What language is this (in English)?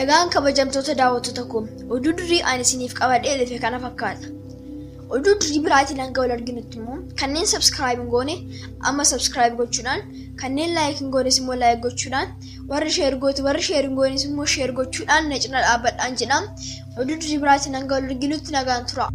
Oromo